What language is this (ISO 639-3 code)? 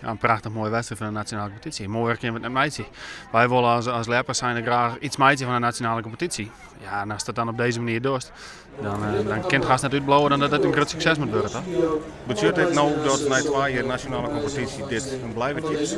fry